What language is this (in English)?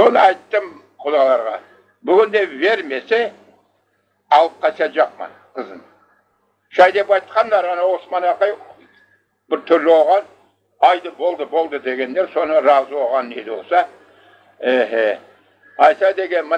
Crimean Tatar